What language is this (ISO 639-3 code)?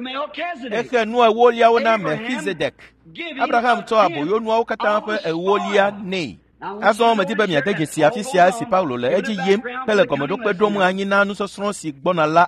ewe